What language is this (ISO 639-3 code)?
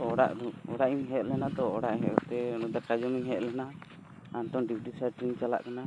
sat